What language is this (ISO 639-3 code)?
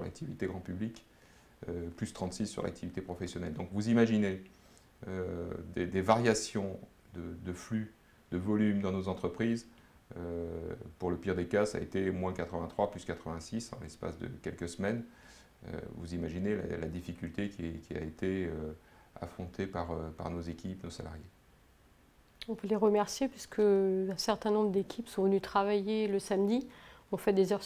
fra